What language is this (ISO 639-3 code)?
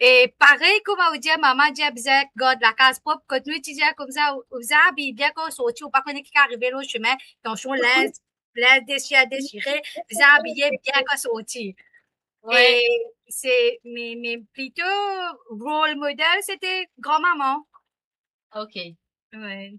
mfe